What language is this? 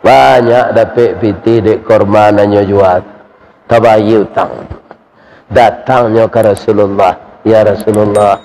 Minangkabau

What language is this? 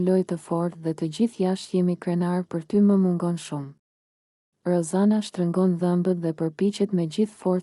Albanian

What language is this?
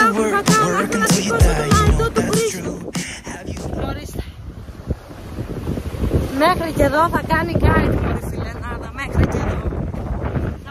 Greek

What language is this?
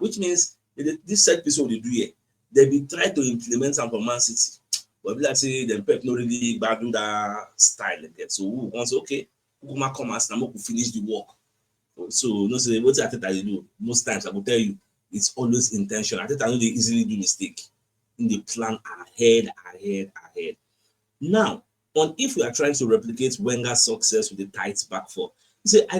Nigerian Pidgin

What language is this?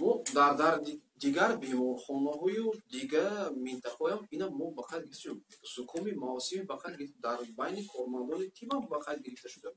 Tajik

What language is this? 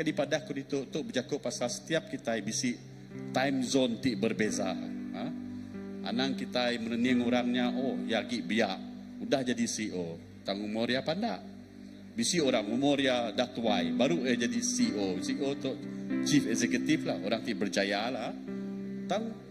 Iban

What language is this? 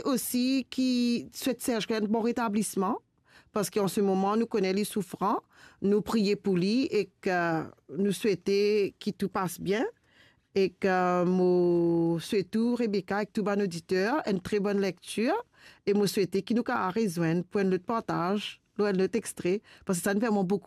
Morisyen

